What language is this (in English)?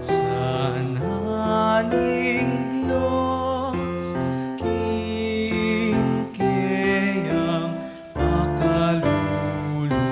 Pampanga